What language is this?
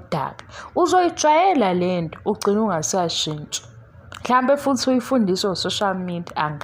Zulu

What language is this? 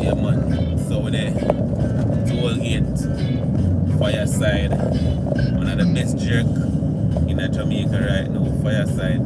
Jamaican Creole English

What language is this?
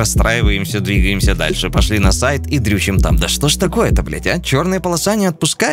Russian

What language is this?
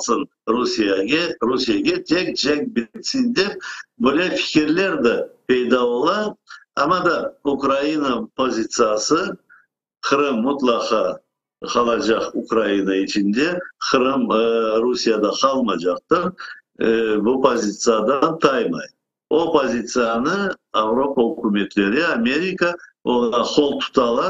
Crimean Tatar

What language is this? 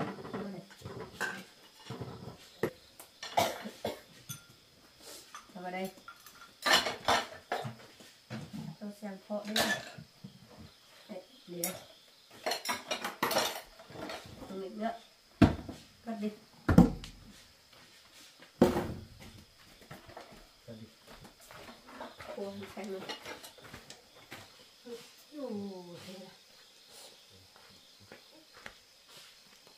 Vietnamese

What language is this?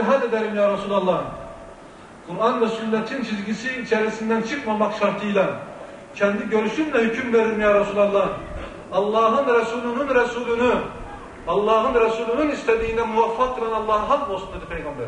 Turkish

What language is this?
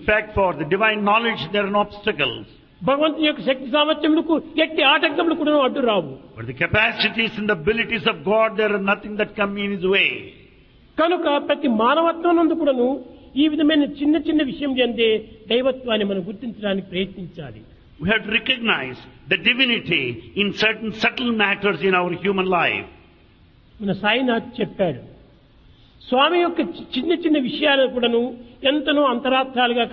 Telugu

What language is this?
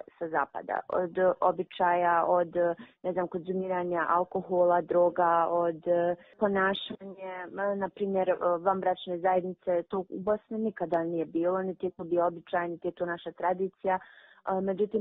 Bosnian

